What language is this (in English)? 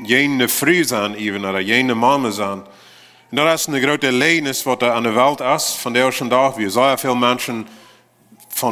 Plautdietsch